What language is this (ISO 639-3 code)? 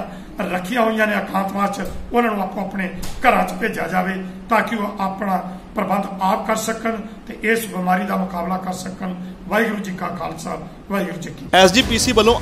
pan